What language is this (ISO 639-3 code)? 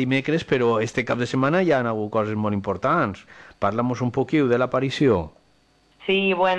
cat